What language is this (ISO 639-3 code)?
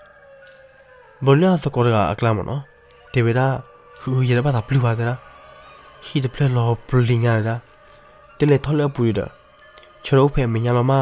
ksw